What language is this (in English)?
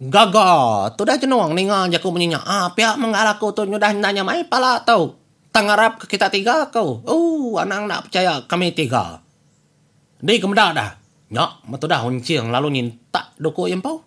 Iban